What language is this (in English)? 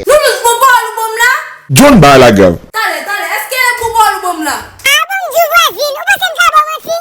Haitian Creole